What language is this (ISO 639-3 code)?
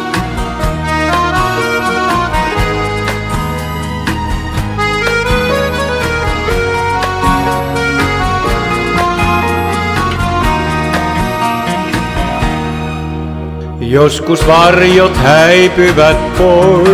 fin